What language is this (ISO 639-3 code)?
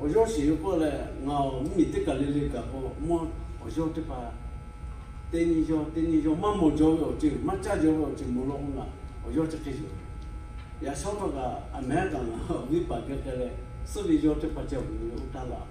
lhu